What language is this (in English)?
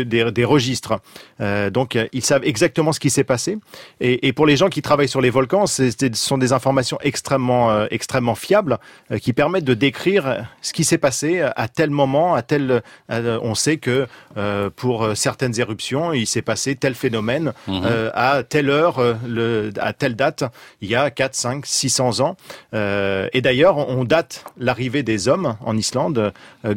French